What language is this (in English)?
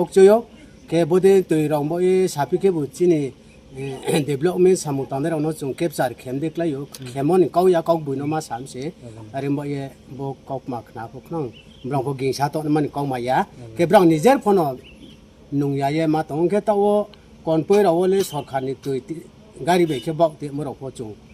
Riang (India)